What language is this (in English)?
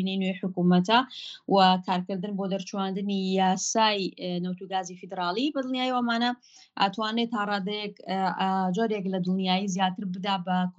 Central Kurdish